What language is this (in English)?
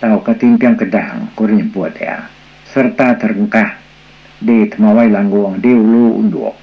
Iban